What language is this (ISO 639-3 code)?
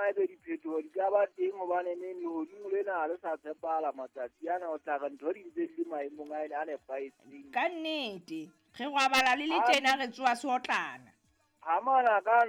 sot